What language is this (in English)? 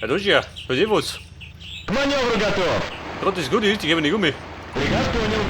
Bavarian